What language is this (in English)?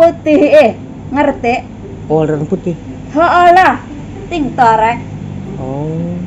Sundanese